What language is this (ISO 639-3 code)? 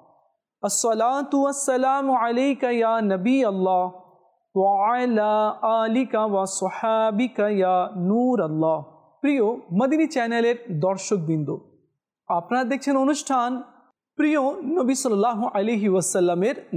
ben